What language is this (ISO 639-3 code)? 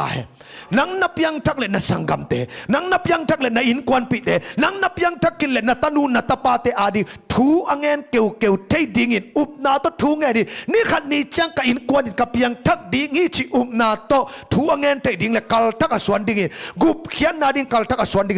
ctd